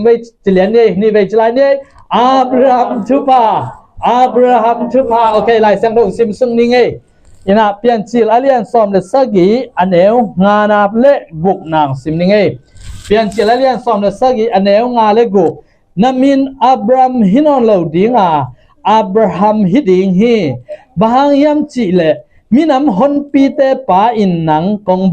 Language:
Tedim Chin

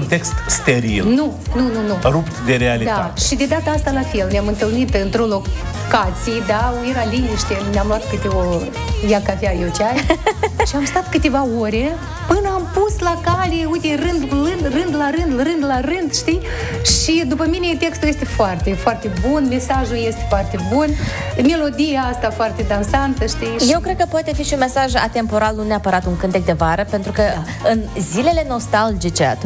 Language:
Romanian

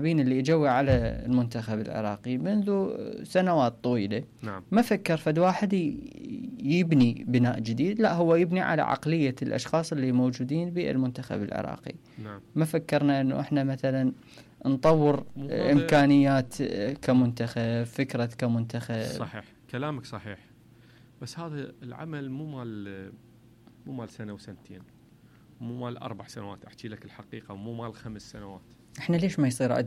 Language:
Mesopotamian Arabic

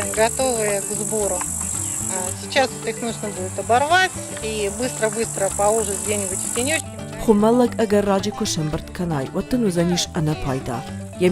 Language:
Ossetic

